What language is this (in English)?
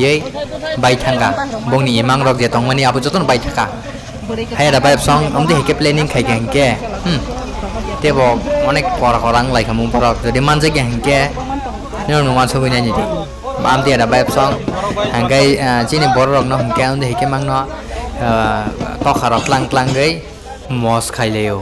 Kok Borok